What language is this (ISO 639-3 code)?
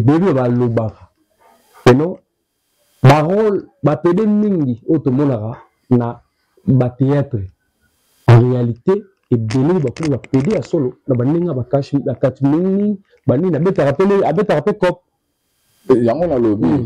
lin